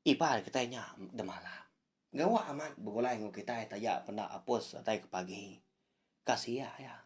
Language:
Iban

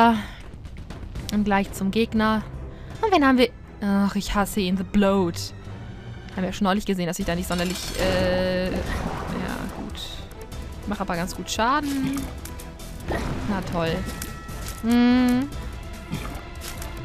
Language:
German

